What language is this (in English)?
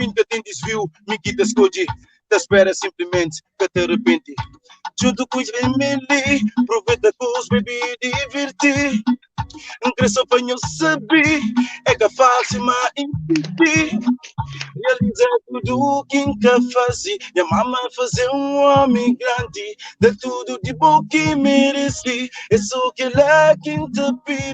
Kabuverdianu